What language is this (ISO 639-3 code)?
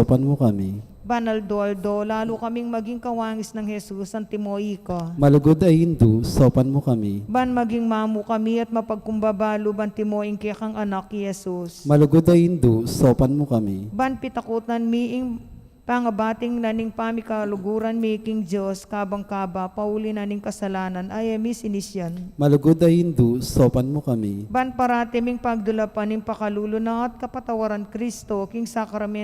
pam